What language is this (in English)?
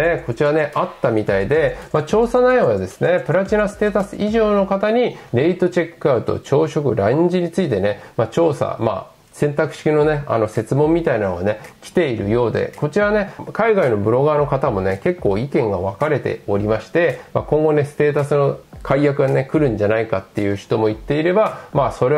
Japanese